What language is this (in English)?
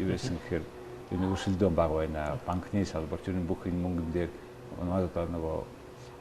Mongolian